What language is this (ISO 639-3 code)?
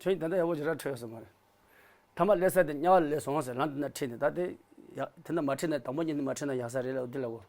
bod